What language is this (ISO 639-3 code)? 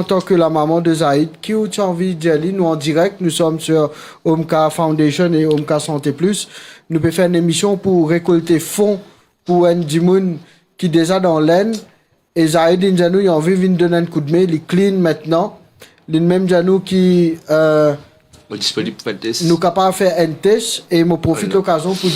mfe